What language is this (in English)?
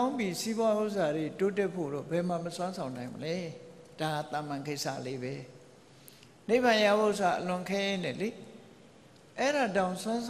Burmese